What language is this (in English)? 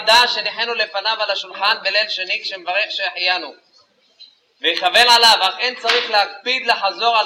Hebrew